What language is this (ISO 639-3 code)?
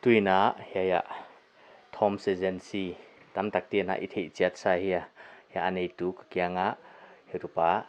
pck